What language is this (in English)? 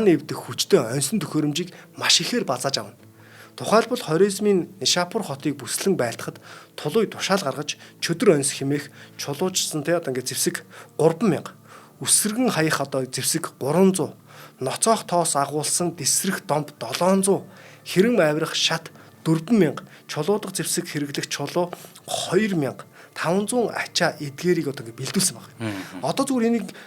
Mongolian